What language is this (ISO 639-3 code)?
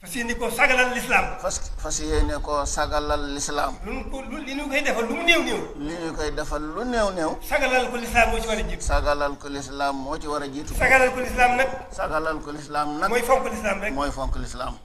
wol